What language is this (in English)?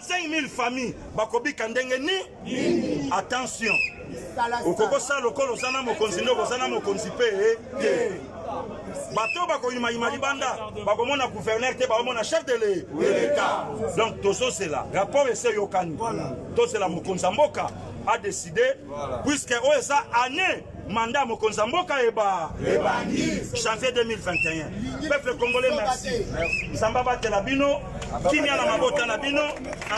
Lingala